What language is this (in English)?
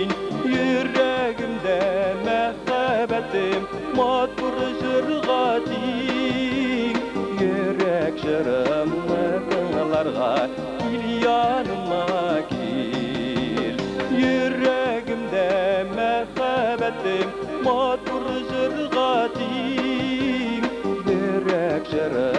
Tatar